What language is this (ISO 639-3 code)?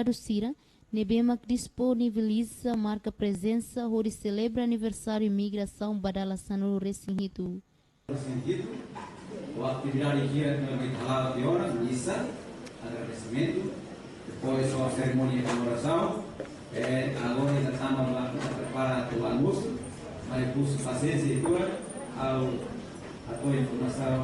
tet